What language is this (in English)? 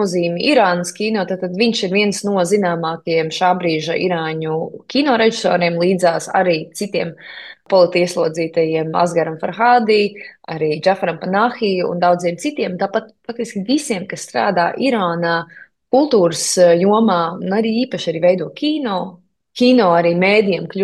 Latvian